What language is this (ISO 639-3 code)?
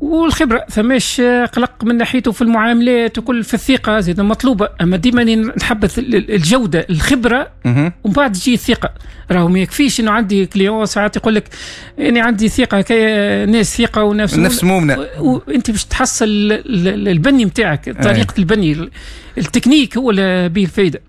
aeb